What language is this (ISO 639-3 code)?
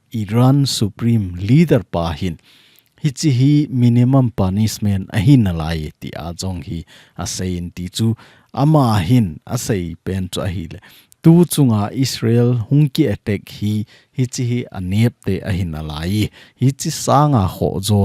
tcz